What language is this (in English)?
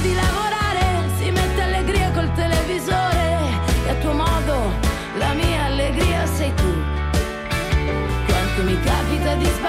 Italian